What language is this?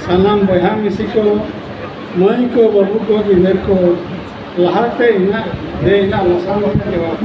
Santali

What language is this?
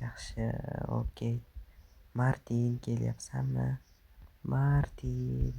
Uzbek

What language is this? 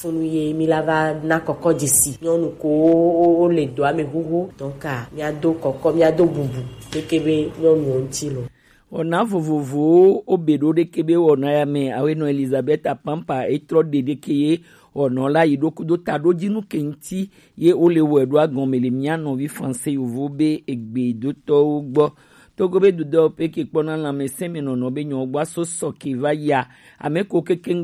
Gen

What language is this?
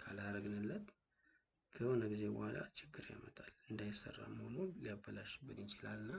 Amharic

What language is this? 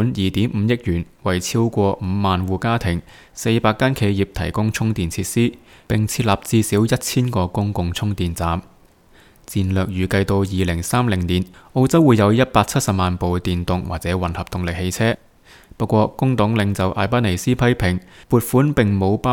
Cantonese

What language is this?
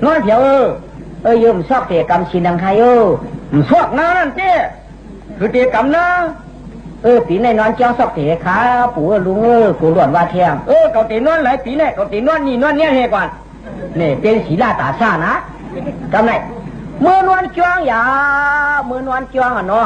Shan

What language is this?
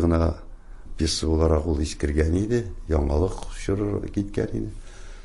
Tatar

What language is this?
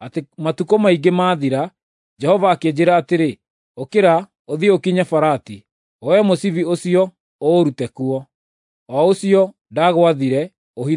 Kikuyu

